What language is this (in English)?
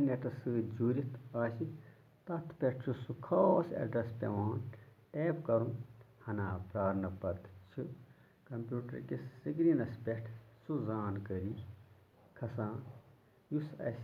Kashmiri